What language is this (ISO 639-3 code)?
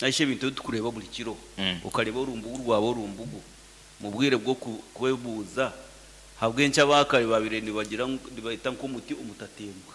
nyn